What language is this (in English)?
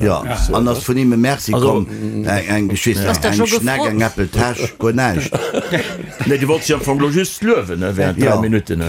Luxembourgish